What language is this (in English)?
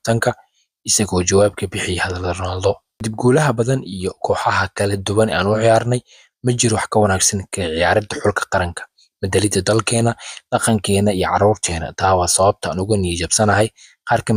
Somali